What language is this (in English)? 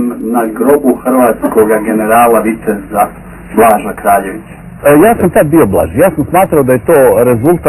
Croatian